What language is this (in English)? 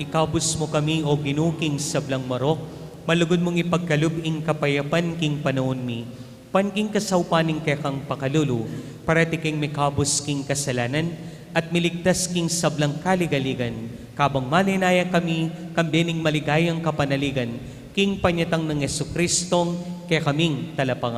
Pampanga